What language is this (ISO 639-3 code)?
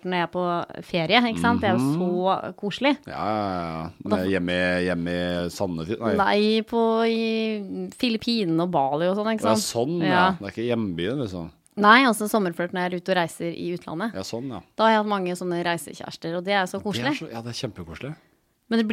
nor